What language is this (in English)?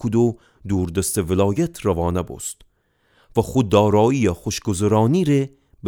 Gilaki